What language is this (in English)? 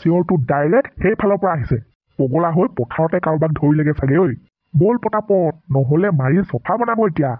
Assamese